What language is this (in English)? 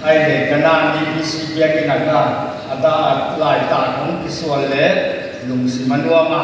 Paite Chin